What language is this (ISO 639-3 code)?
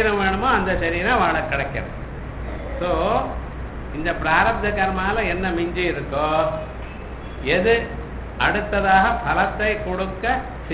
tam